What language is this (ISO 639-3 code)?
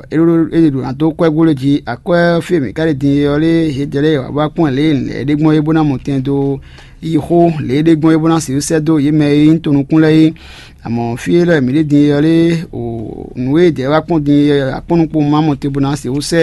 fon